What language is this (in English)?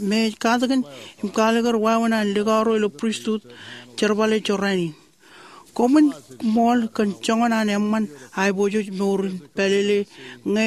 Marshallese